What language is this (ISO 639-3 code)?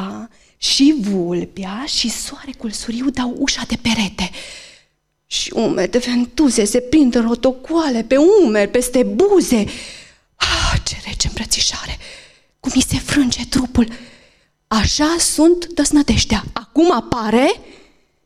ron